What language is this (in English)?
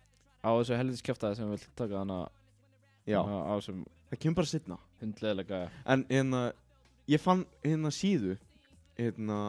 Icelandic